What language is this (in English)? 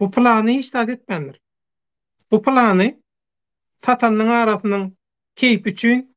Turkmen